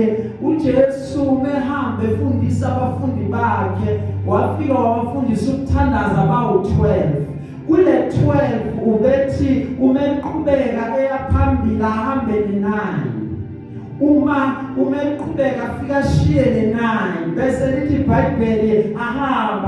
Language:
Zulu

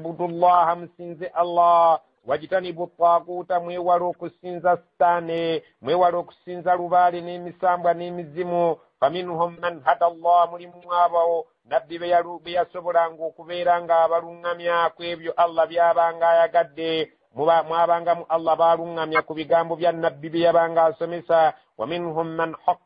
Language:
Ganda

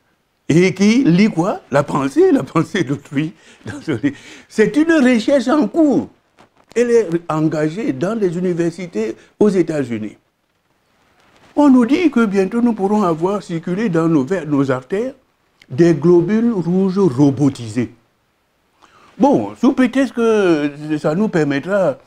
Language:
French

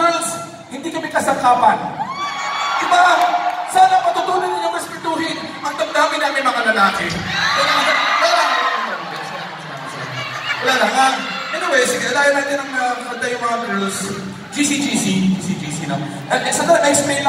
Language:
Filipino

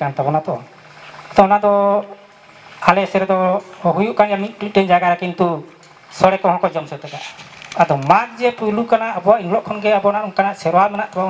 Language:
Santali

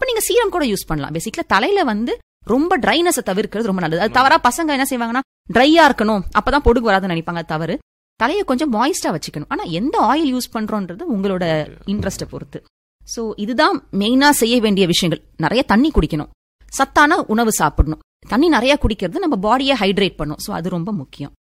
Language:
Tamil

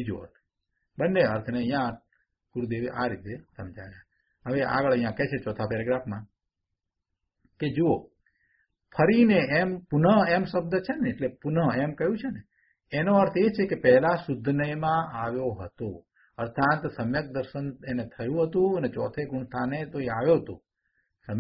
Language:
Gujarati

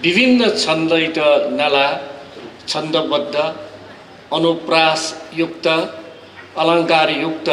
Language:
Newari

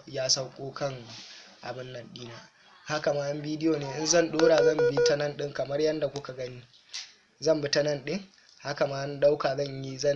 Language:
Hausa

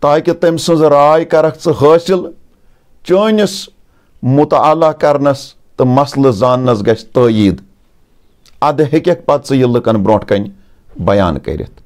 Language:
Kashmiri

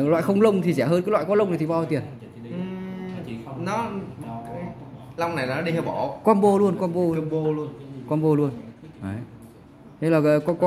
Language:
Vietnamese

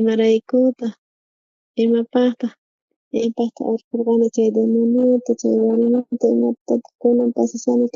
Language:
South Bolivian Quechua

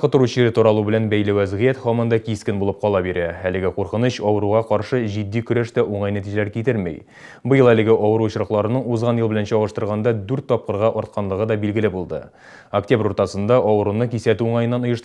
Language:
Tatar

